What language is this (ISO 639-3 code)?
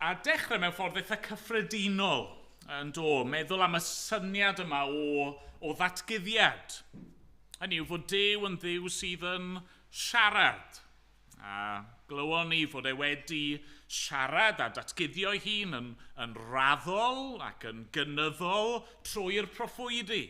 cym